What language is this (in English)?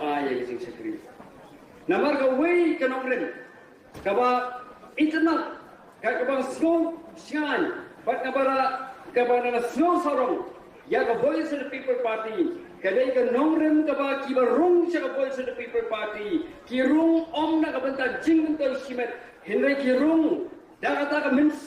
Khasi